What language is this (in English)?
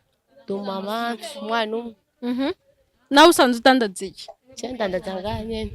Rundi